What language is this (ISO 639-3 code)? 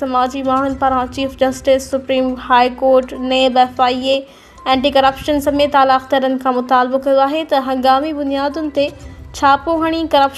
snd